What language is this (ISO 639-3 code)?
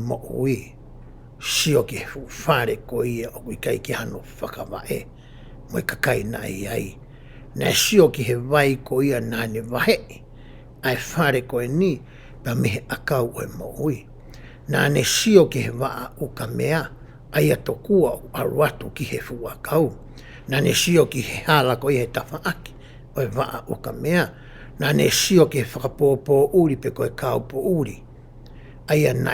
ton